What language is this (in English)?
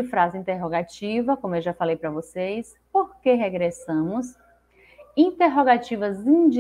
Portuguese